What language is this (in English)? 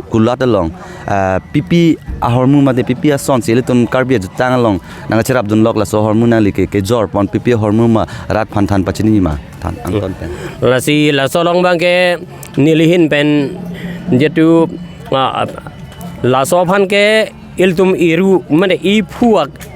Karbi